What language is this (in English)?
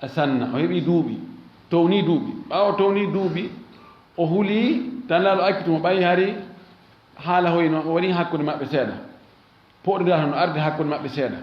Fula